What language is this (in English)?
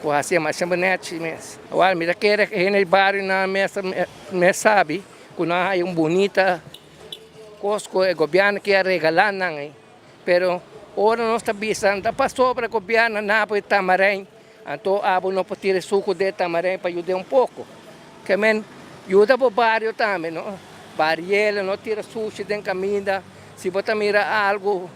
Papiamento